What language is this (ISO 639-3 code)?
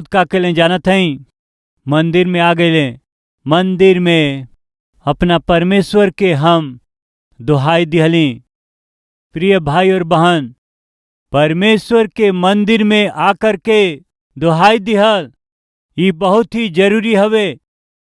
bho